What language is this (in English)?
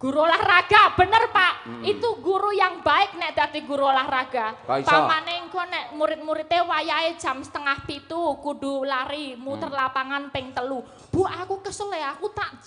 Javanese